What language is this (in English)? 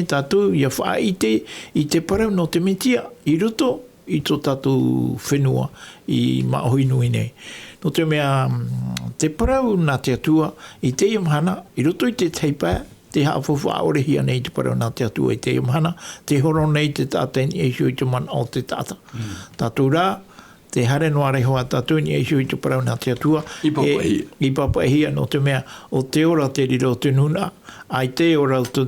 Tahitian